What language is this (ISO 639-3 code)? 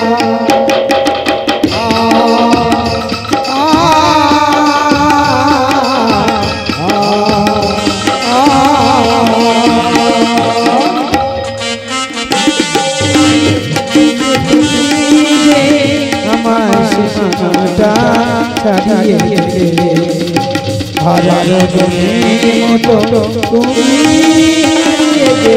ben